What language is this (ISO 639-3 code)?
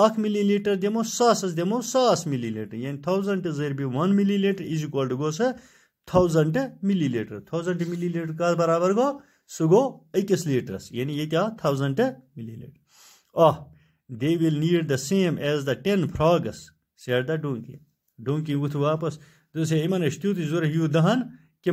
kas